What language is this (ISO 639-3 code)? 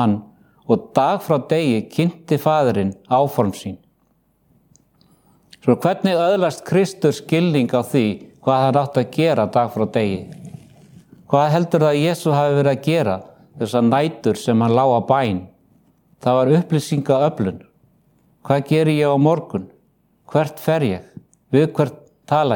isl